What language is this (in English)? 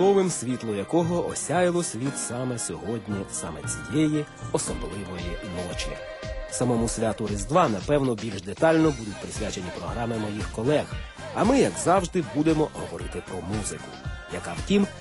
Ukrainian